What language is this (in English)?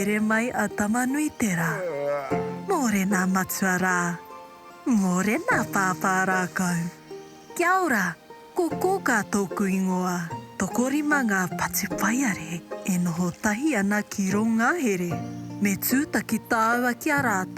Māori